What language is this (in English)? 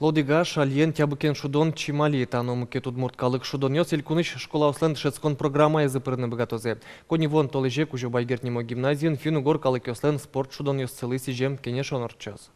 Udmurt